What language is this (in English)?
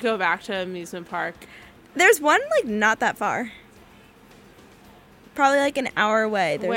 English